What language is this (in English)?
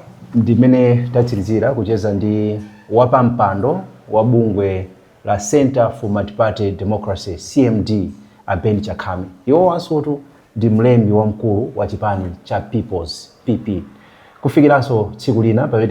Nyanja